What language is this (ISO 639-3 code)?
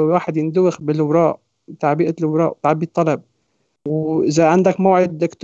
apc